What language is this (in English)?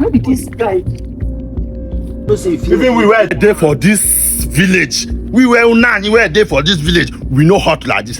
Nigerian Pidgin